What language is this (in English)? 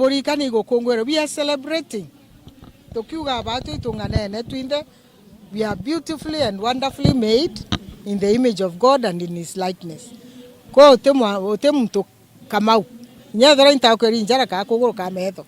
Meru